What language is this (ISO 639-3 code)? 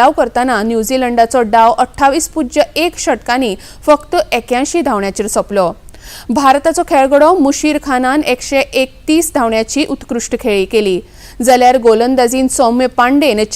kok